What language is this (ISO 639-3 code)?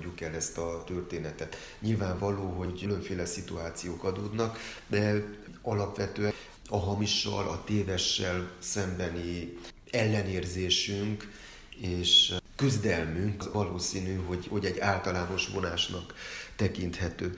hun